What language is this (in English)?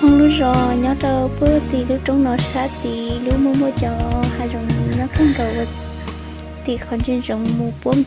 Hmong